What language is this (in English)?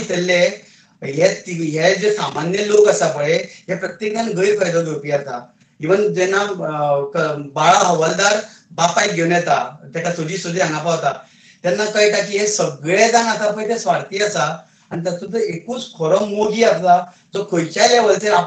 Konkani